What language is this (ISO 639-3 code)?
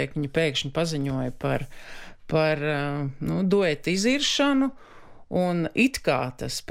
lav